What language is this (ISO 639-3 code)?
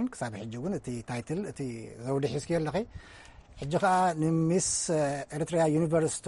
tir